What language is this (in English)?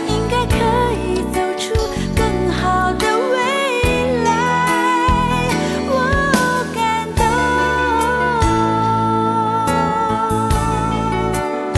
Chinese